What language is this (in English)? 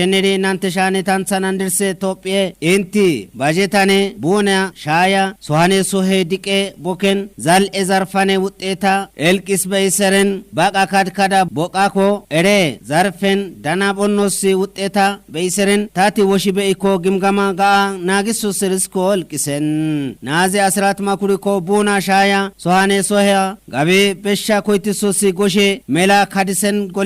Kafa